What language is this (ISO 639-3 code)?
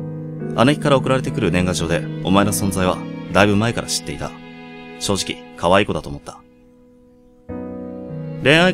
jpn